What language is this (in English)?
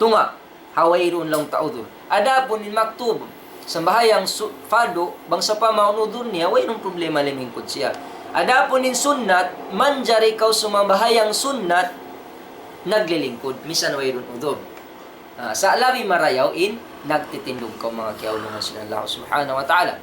Tausug